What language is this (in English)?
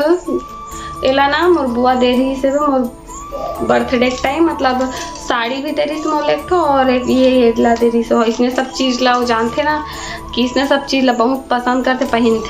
Chhattisgarhi